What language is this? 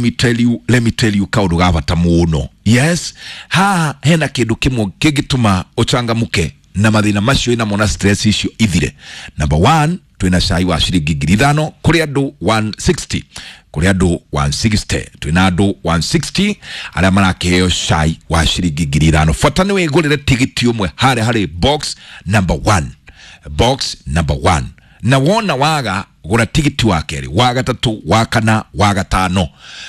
Kikuyu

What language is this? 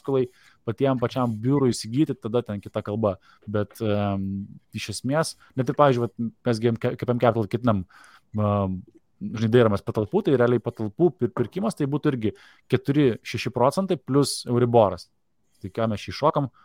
Lithuanian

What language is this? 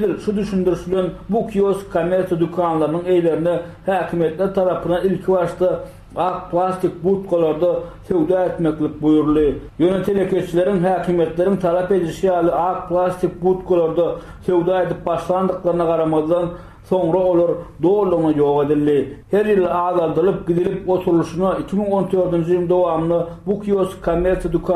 Turkmen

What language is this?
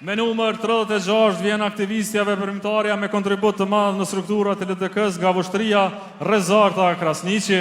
Albanian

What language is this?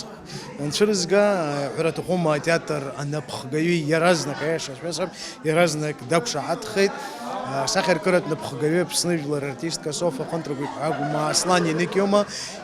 Abkhazian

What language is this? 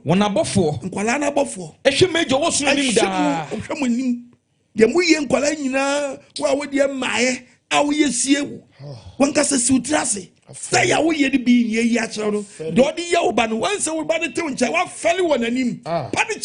Akan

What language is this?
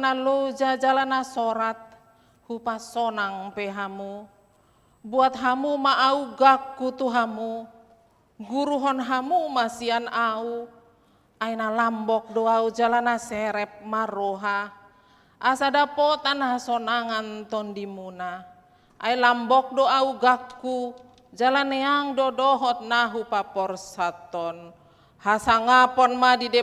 Batak Toba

